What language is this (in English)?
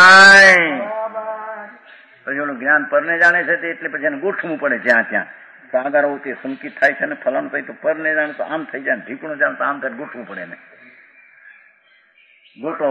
Gujarati